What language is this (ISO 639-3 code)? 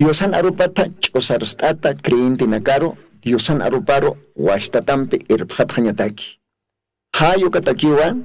aym